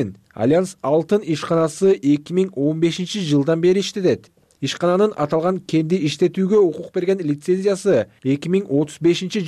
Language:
Kyrgyz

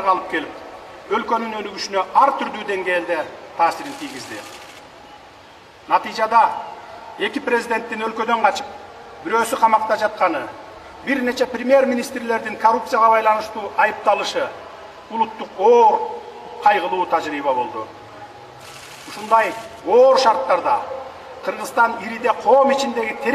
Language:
Kyrgyz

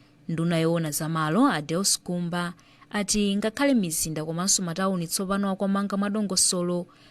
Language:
Nyanja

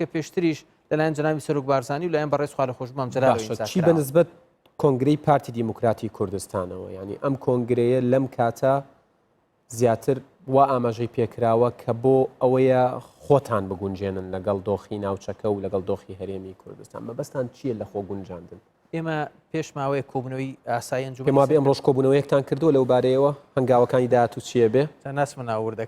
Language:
Central Kurdish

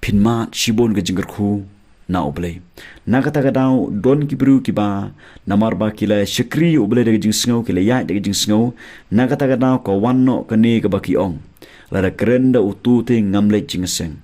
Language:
Khasi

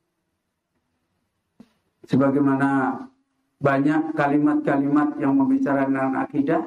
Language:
Indonesian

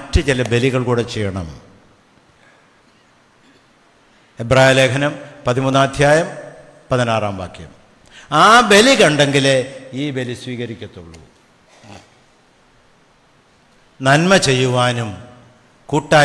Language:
Malayalam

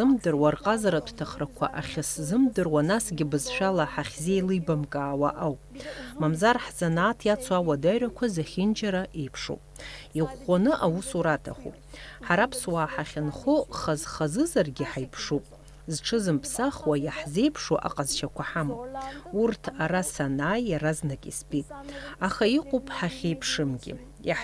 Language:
Abkhazian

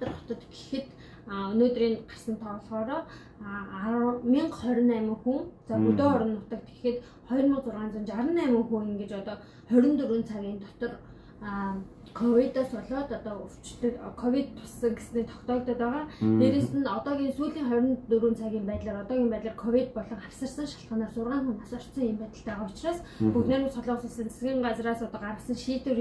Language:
Mongolian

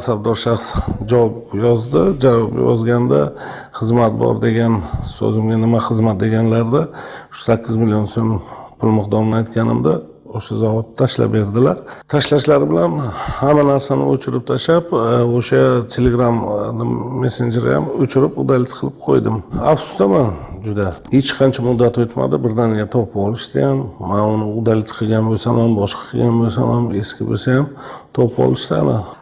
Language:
Uzbek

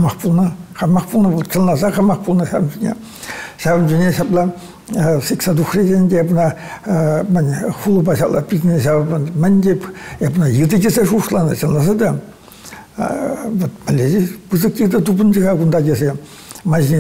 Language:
Chuvash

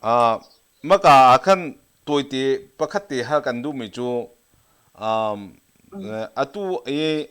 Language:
Hakha Chin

